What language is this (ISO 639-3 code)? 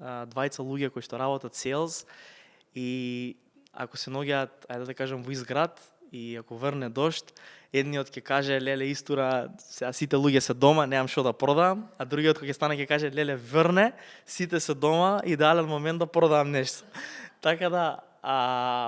mkd